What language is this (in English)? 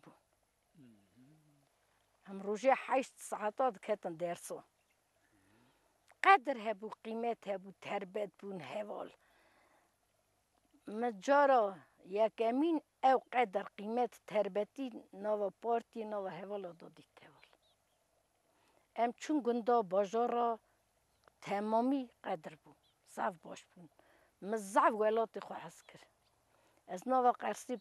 Kurdish